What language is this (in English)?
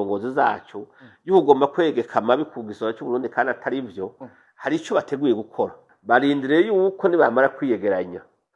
Rundi